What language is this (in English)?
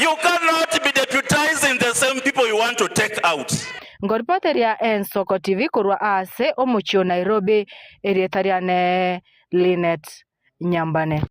Gusii